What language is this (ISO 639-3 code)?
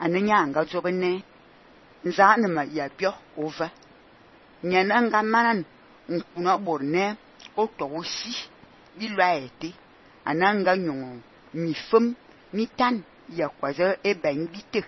fan